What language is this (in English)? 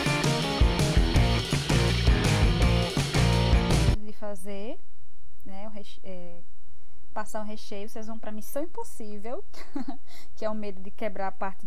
Portuguese